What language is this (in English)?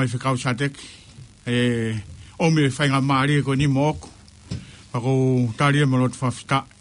Tongan